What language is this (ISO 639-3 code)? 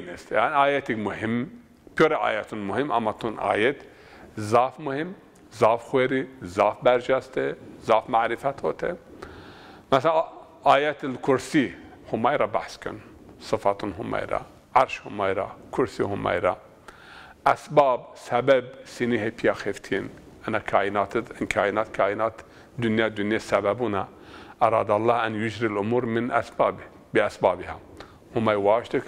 zza